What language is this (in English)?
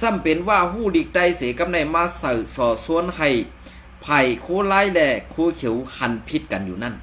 Shan